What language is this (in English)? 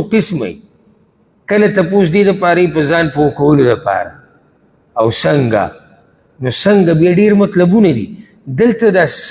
Pashto